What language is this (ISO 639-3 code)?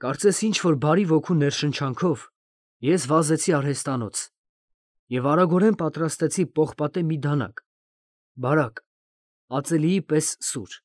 hye